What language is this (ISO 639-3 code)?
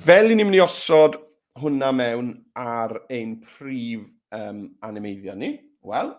cym